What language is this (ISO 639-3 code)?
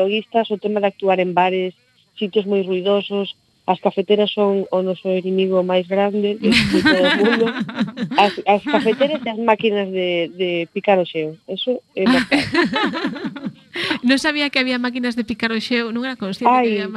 glg